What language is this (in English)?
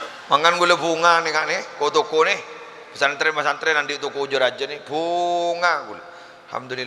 Madurese